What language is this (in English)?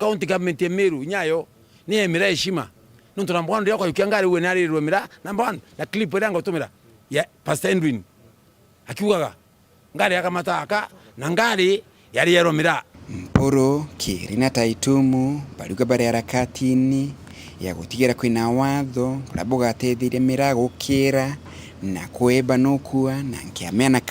Meru